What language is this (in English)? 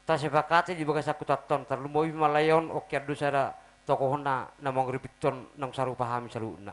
Batak Toba